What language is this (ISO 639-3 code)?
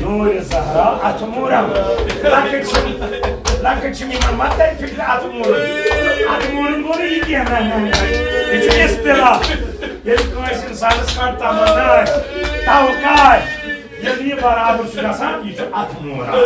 kas